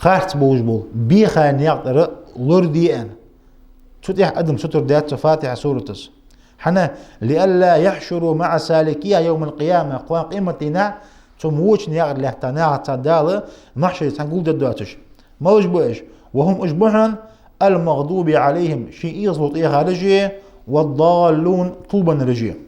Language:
Ingush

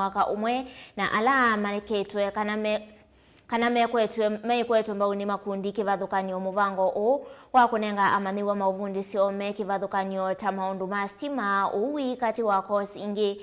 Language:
Kamba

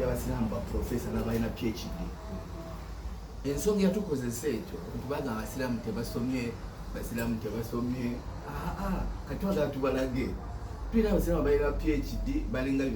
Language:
Ganda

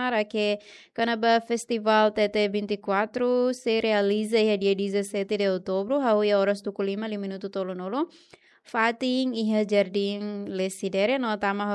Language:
Tetum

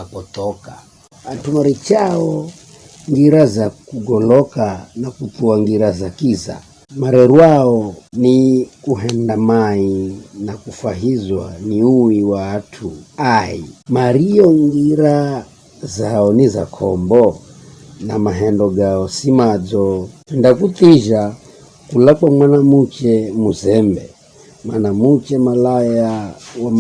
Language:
Giryama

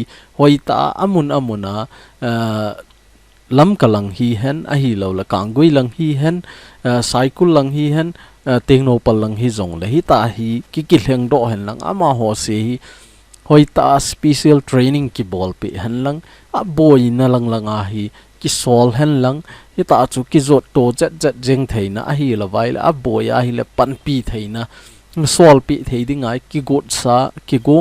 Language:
Thado Chin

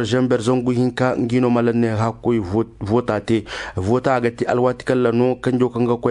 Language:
Koyraboro Senni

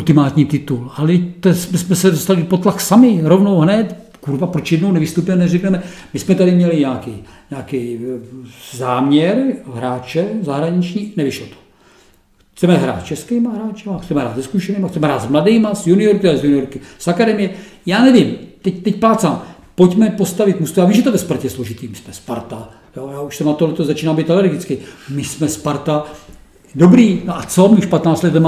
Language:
Czech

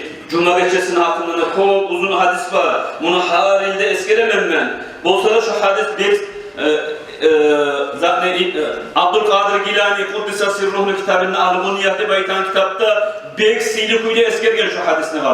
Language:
Kumyk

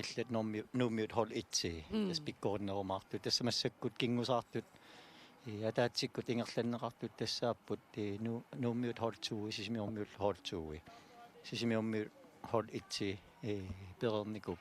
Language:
Kalaallisut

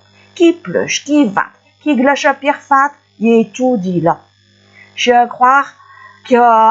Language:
Picard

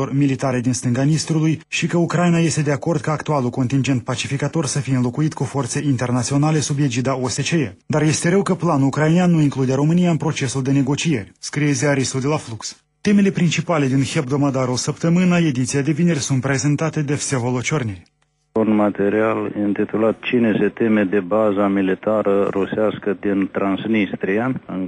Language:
Romanian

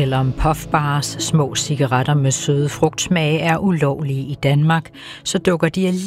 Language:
Danish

